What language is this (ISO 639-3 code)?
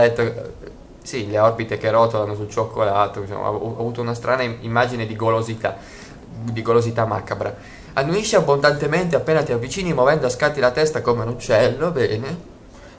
ita